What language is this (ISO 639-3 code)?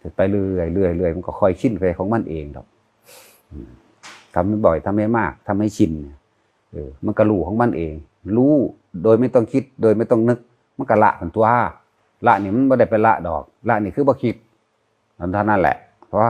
tts